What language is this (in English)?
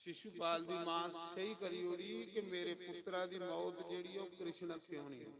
Dogri